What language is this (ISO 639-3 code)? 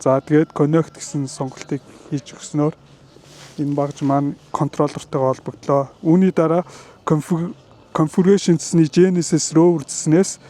mon